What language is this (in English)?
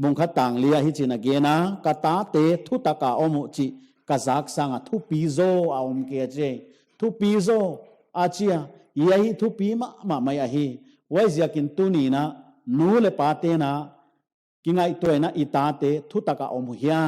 Paite Chin